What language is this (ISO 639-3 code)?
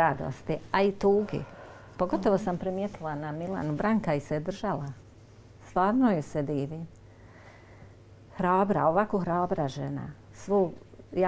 bos